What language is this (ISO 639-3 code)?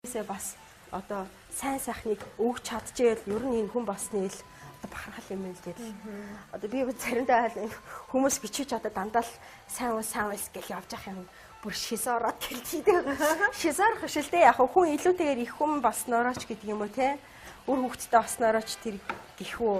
mon